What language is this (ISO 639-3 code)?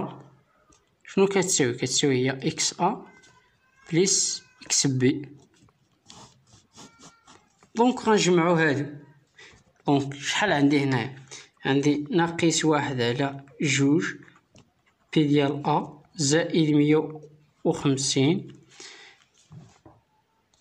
ary